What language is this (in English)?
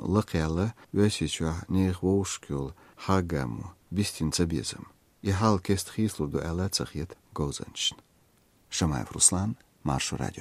Chechen